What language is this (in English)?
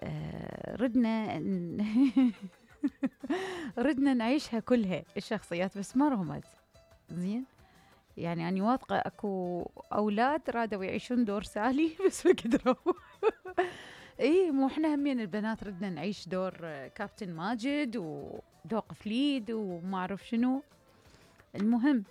Mesopotamian Arabic